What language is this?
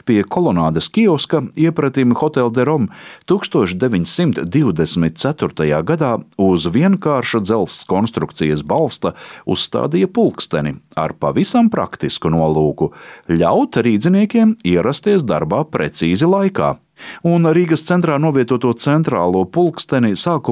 Latvian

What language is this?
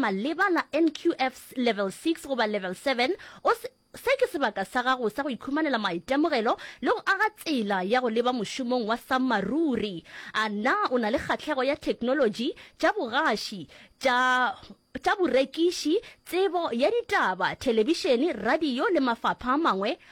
Northern Sotho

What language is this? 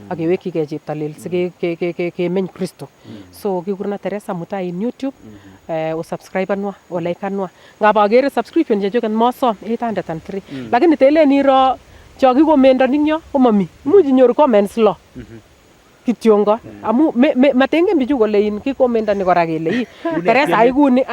Nandi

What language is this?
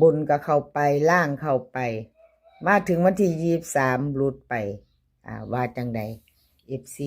Northeastern Thai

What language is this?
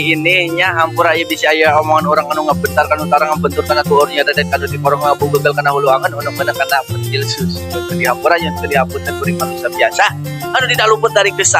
Sundanese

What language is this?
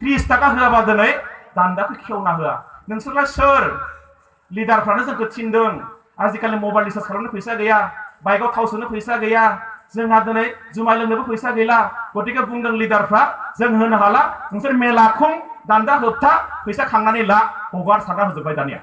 Bodo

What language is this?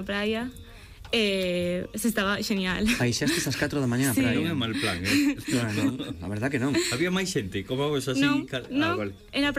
Galician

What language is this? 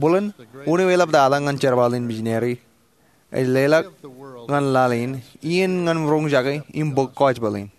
Marshallese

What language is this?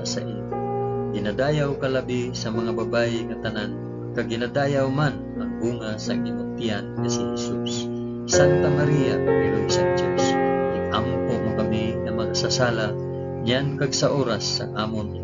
Hiligaynon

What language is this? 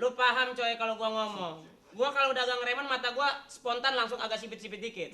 Betawi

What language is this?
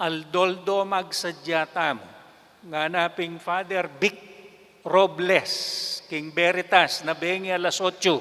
Pampanga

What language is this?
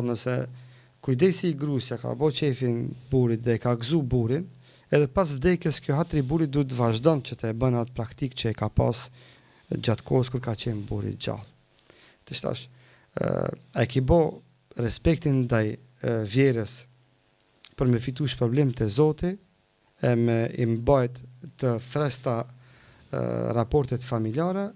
Albanian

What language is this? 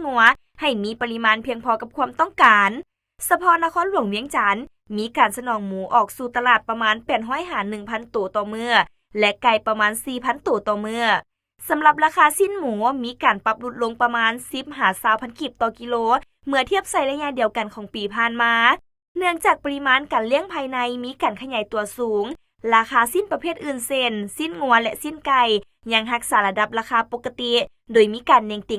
Lao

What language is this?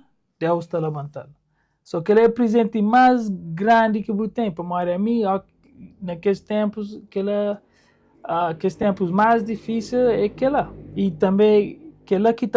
Kabuverdianu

